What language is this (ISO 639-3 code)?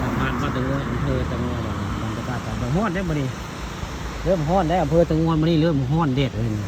tts